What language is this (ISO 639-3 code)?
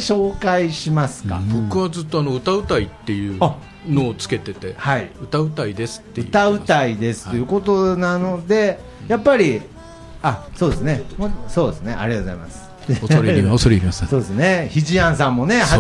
jpn